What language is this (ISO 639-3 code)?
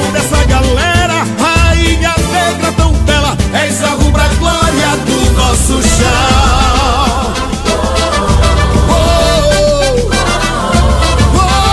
por